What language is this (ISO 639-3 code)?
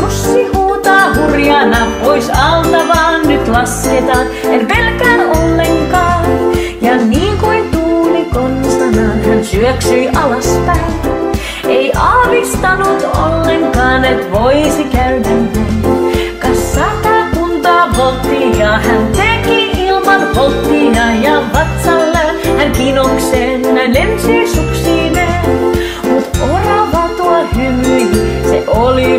fin